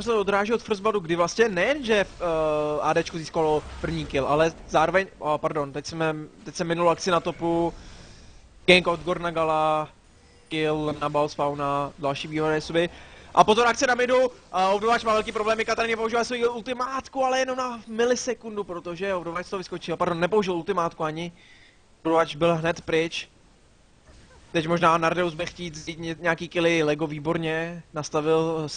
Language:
Czech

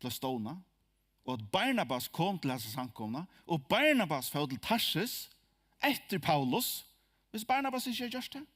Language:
Faroese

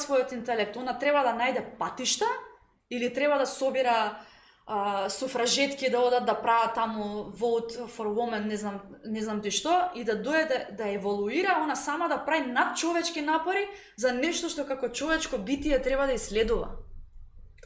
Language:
Macedonian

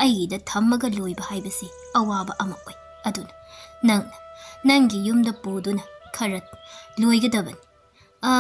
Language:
Manipuri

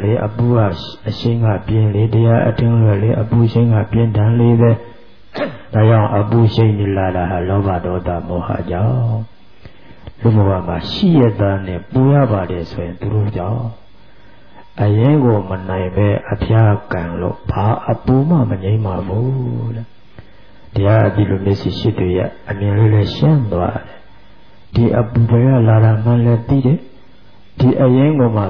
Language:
Burmese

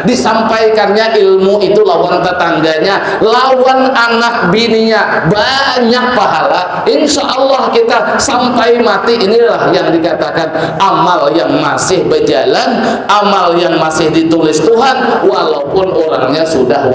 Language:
Banjar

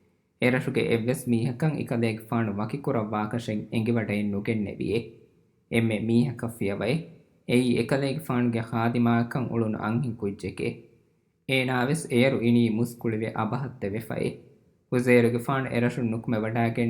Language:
Divehi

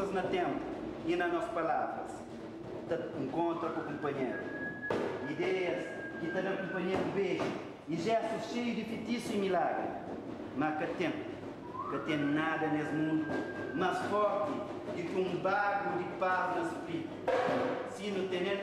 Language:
Kabuverdianu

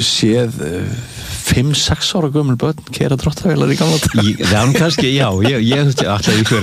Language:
Icelandic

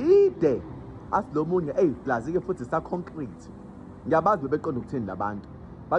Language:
Zulu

